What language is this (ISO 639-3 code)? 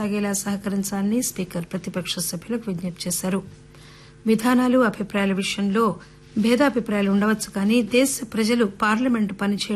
tel